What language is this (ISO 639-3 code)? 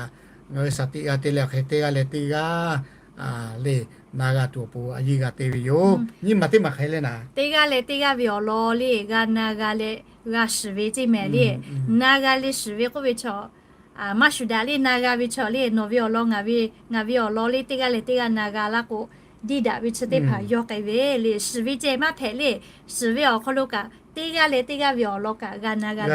lhu